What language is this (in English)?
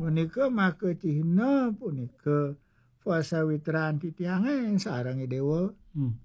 Balinese